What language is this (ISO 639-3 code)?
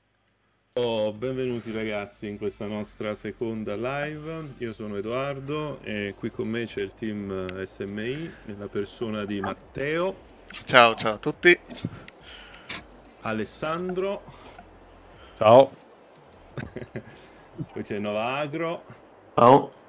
ita